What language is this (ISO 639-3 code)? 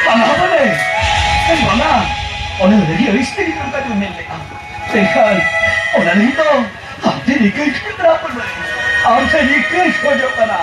sat